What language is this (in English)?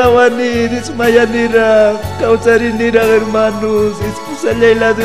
Ayacucho Quechua